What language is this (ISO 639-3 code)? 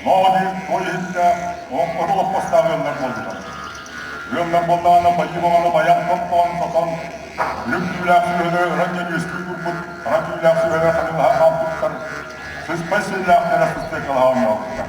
sah